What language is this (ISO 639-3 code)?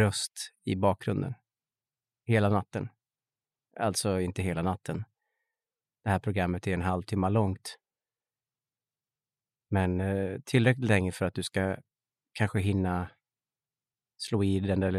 swe